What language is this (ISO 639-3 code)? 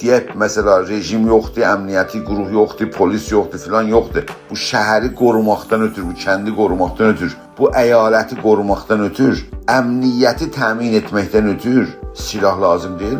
azb